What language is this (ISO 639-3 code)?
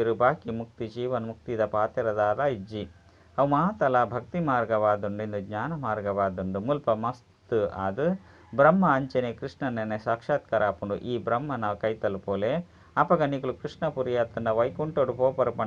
tcy